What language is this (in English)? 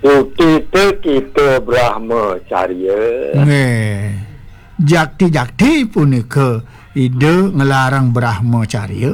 Balinese